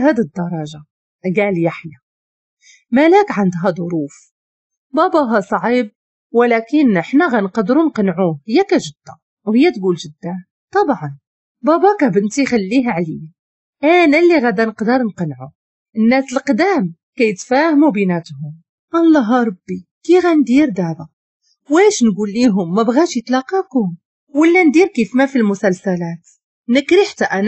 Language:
Moroccan Arabic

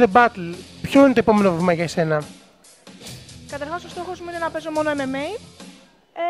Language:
Greek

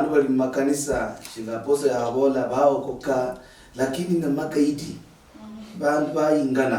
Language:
Luyia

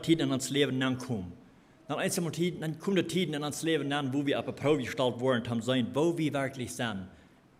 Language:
Plautdietsch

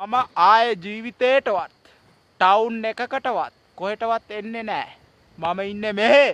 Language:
Sinhala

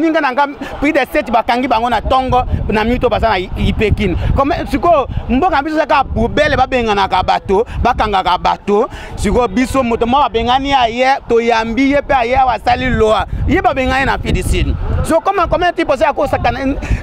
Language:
Lingala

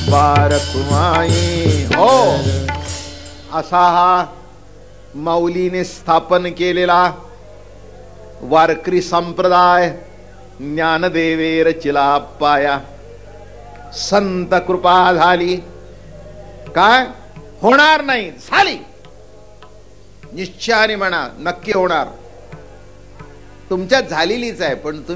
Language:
Marathi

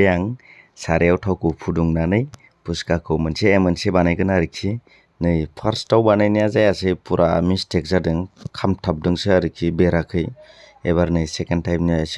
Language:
Bodo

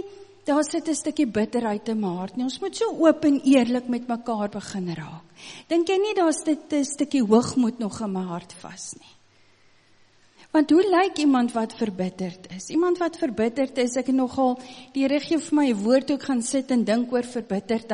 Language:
Afrikaans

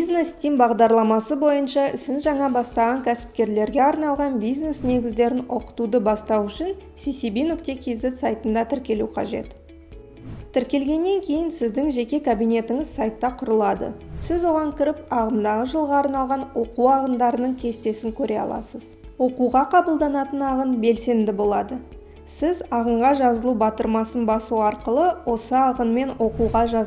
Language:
Kazakh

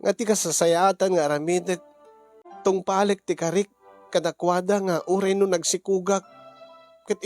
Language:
Iloko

